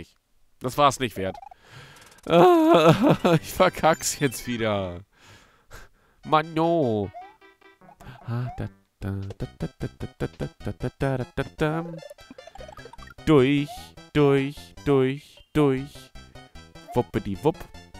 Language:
German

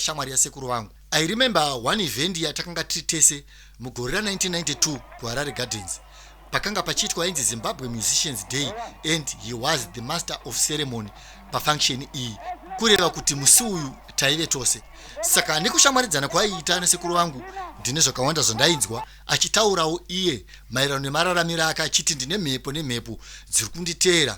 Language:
Shona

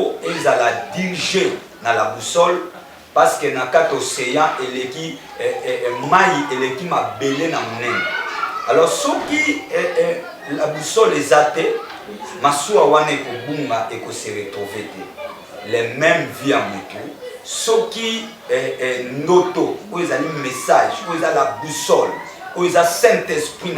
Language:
Lingala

